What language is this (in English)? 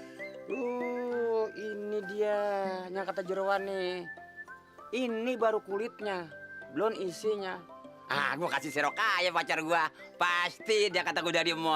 Betawi